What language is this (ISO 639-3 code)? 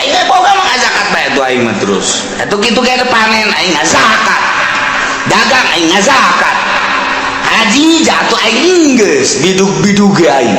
sun